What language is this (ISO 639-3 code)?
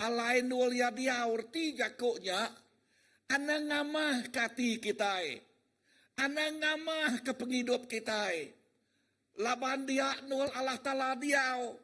iba